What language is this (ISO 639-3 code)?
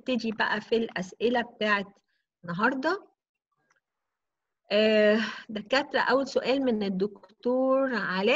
arz